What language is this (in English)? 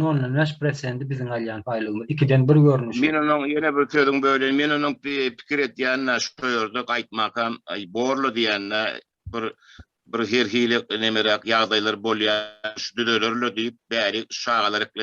Turkmen